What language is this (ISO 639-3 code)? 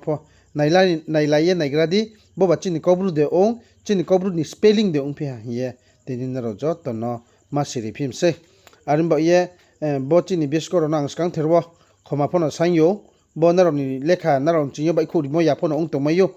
ria